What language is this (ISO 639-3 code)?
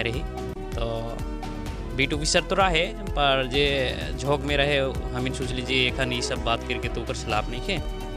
sck